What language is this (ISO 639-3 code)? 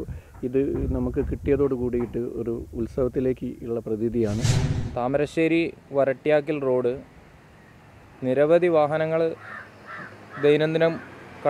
mal